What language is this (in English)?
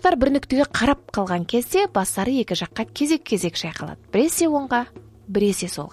Kazakh